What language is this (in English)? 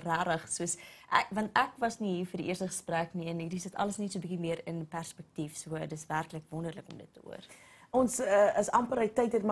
Afrikaans